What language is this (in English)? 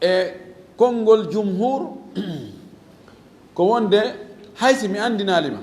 Fula